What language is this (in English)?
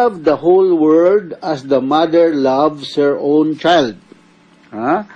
Cebuano